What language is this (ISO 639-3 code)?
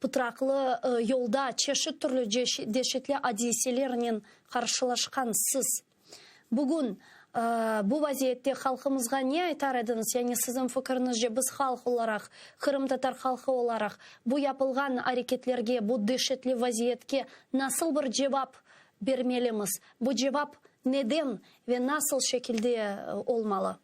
crh